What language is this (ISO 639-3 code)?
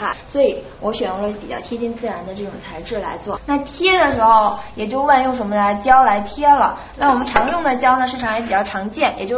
zho